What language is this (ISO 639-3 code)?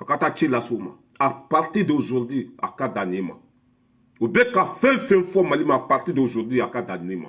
bam